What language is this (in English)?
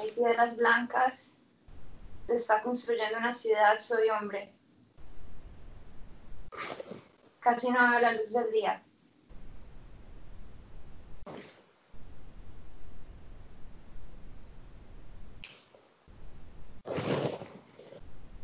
Spanish